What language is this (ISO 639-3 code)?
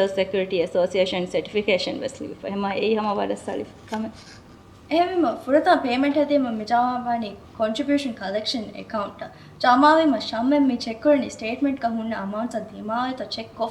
div